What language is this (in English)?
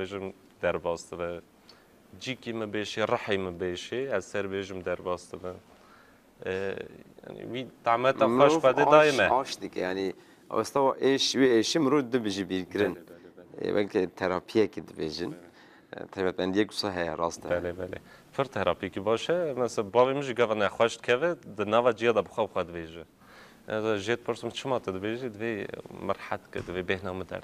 Kurdish